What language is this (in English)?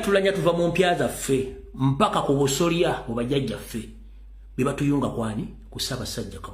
Ganda